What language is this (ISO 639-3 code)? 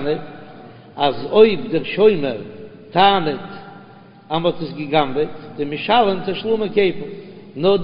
yid